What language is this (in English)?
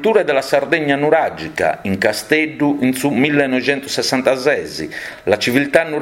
Sardinian